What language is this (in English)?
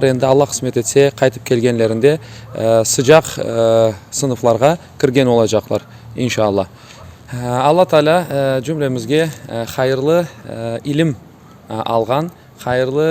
Crimean Tatar